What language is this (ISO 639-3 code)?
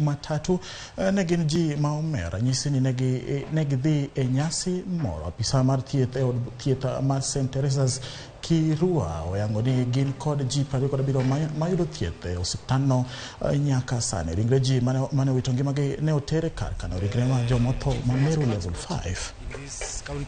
luo